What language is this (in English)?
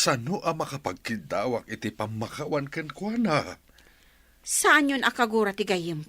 Iloko